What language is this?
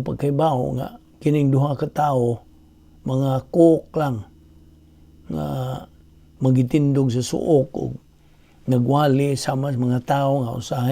Cebuano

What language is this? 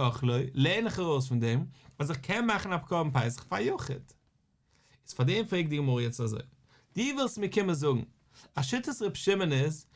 Yiddish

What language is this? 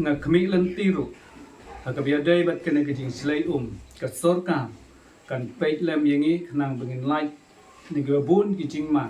Khasi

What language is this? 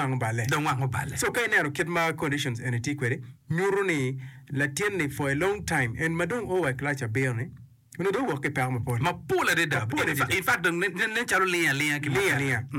Acoli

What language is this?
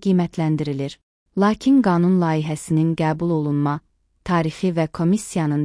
Azerbaijani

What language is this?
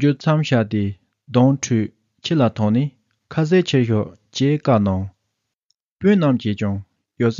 Tibetan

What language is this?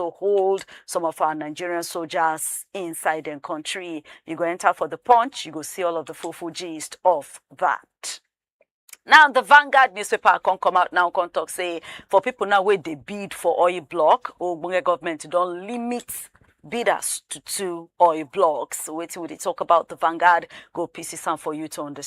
Nigerian Pidgin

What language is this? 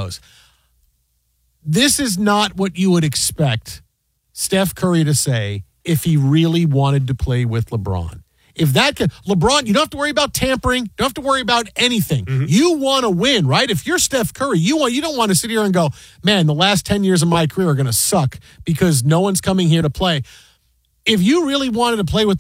English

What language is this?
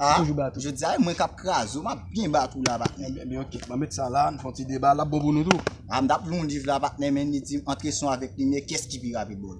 Haitian Creole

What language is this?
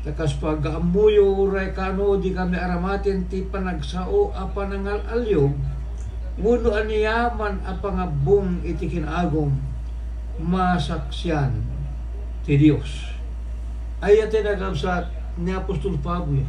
Iloko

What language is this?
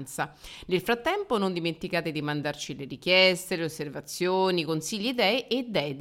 Italian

